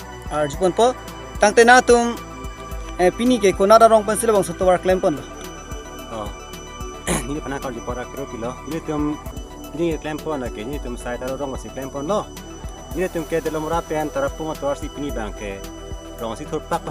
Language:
Karbi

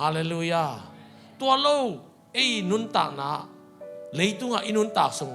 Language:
Tedim Chin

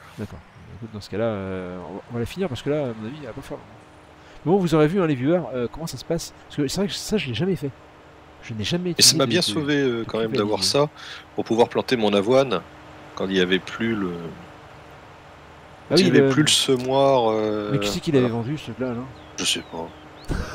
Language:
French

